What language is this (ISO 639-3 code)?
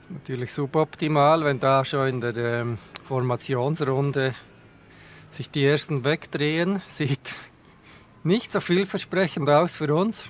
gsw